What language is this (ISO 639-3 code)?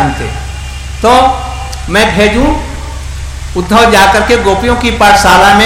hin